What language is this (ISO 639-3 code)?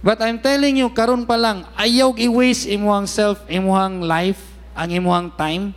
ceb